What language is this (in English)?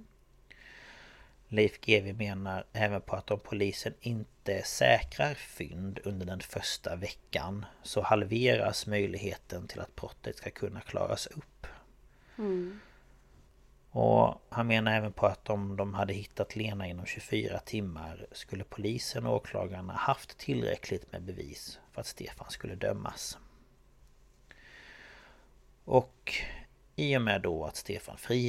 Swedish